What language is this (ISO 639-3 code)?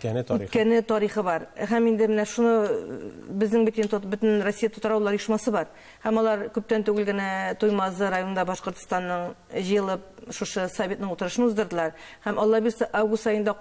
tat